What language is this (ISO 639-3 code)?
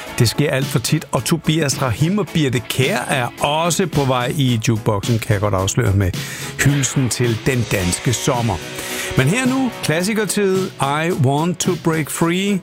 dan